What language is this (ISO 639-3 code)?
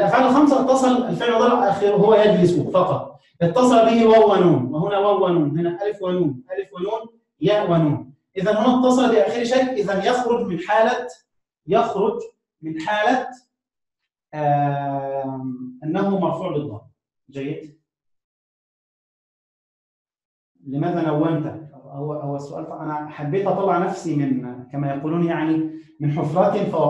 ara